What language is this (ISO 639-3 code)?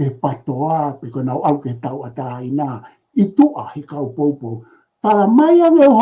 ton